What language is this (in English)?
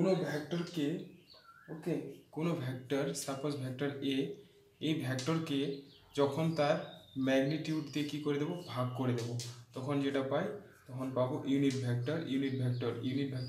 Bangla